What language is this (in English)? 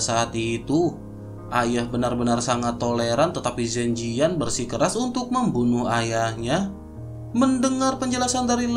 Indonesian